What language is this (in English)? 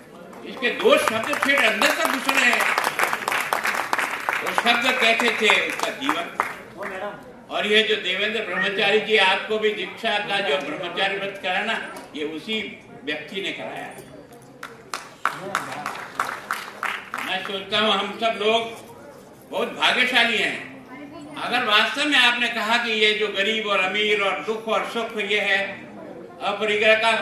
Hindi